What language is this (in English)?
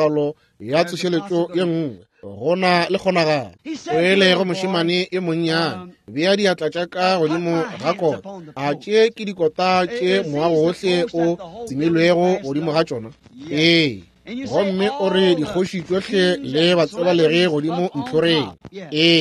Northern Sotho